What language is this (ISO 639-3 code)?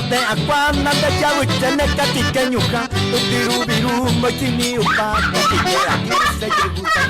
grn